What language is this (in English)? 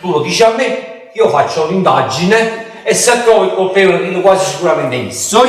Neapolitan